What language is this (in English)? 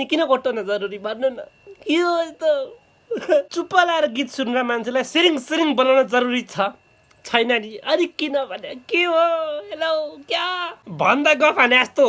Nepali